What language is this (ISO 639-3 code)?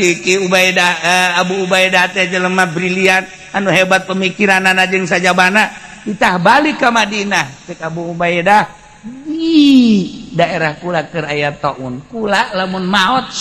sun